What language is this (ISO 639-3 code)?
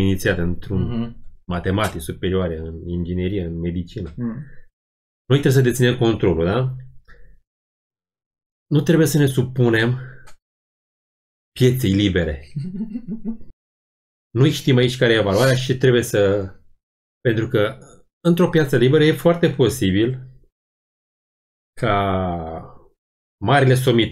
ron